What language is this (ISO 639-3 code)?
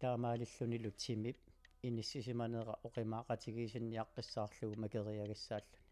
kal